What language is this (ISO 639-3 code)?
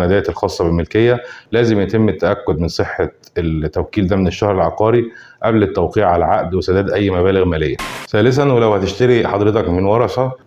arz